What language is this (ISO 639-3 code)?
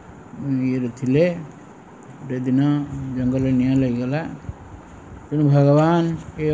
ori